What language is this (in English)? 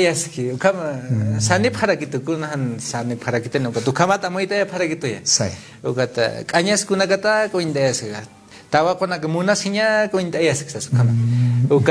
Aymara